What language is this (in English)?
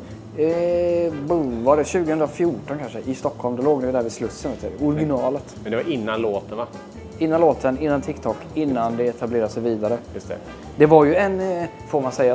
Swedish